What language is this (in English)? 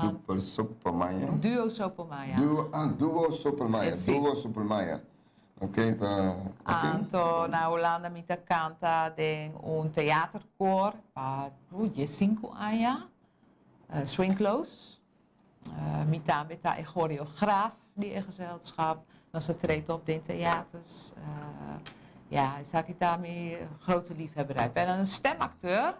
Papiamento